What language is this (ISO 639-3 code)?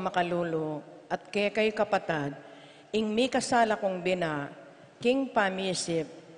pam